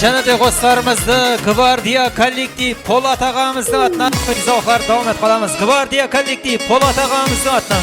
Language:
Kara-Kalpak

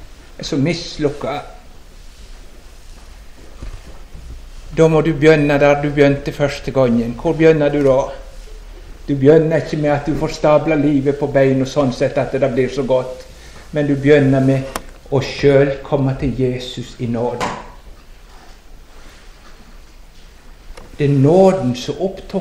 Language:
Norwegian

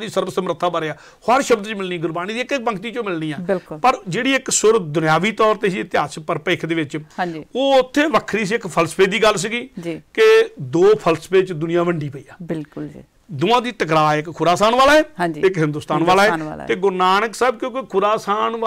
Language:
Punjabi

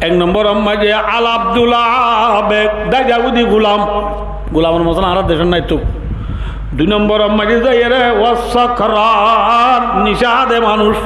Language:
Rohingya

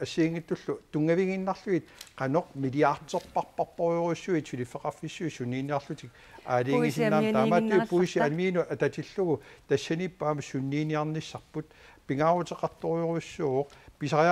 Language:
Kalaallisut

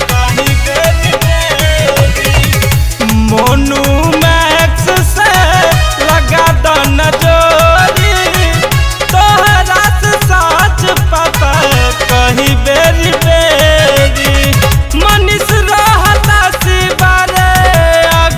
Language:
Bhojpuri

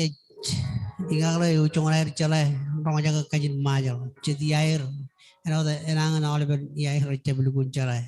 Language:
Marshallese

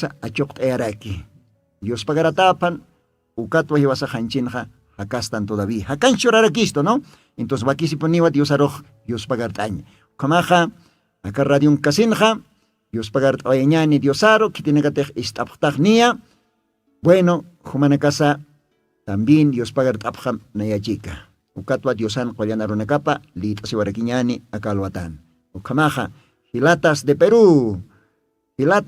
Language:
Aymara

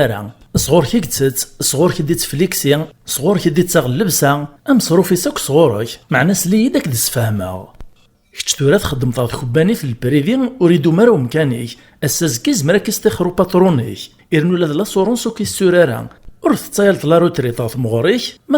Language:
Kabyle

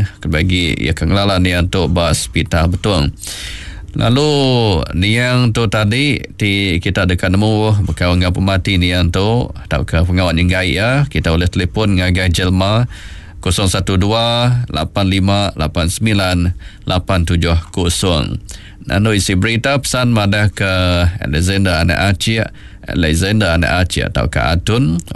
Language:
Iban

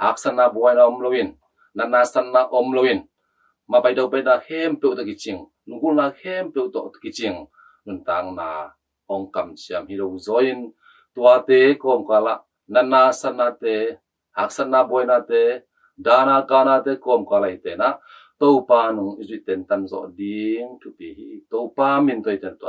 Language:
Tedim Chin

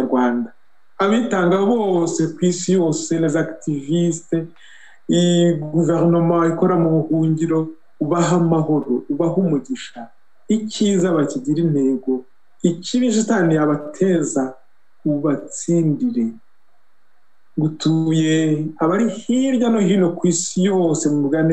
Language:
Kinyarwanda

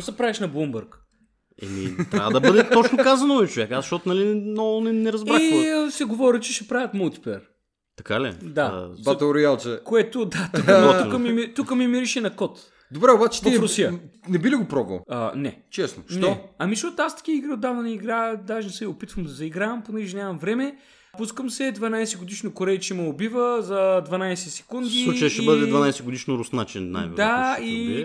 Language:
Bulgarian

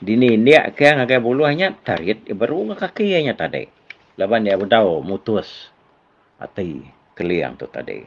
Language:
Iban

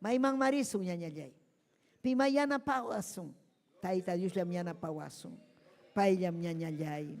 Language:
Ayacucho Quechua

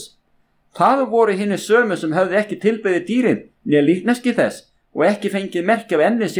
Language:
Icelandic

